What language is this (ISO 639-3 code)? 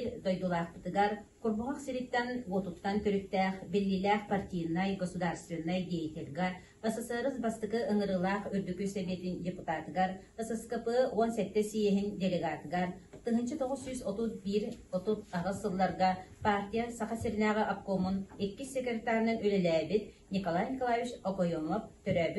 sah